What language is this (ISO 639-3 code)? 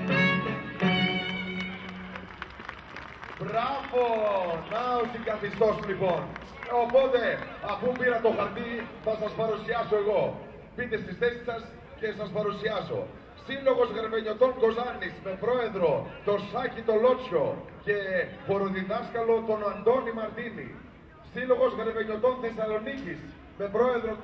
ell